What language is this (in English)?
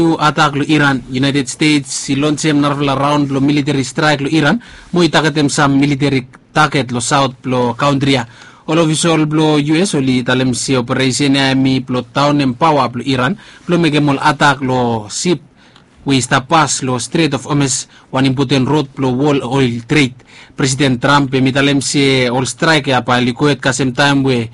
Bislama